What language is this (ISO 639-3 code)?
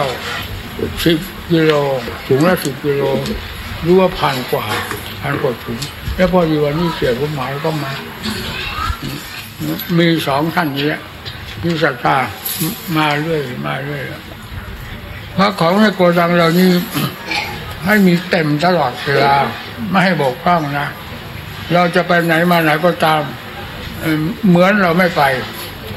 tha